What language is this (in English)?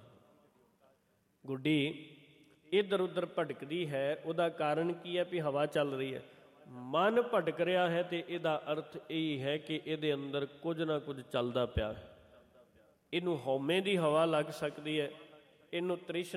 Punjabi